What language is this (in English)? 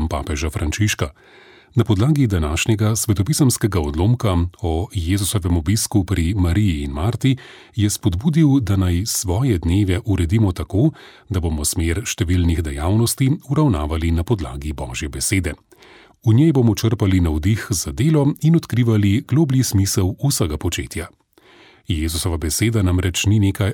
Slovenian